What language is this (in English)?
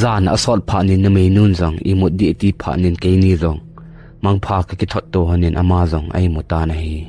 Thado Chin